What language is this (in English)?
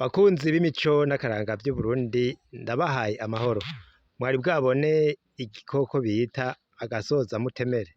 Rundi